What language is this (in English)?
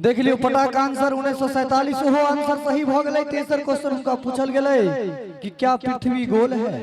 Maithili